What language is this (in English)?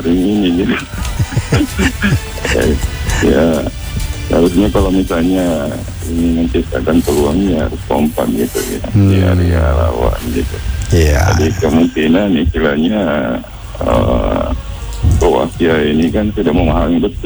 Indonesian